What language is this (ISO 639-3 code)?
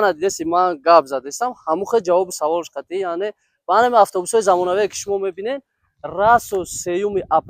tgk